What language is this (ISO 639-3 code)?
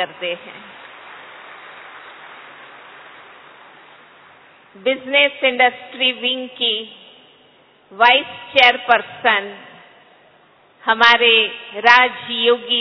hin